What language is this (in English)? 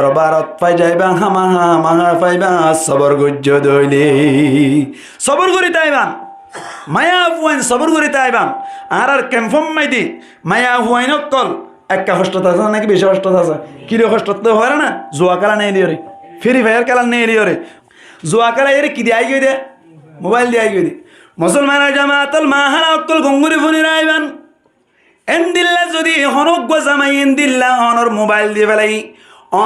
Rohingya